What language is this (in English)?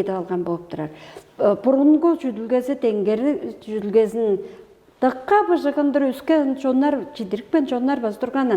Tuvinian